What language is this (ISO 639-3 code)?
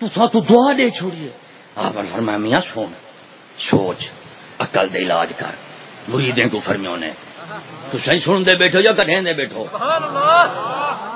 skr